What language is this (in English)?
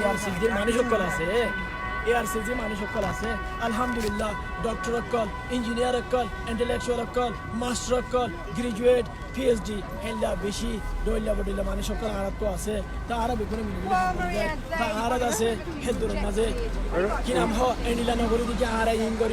Rohingya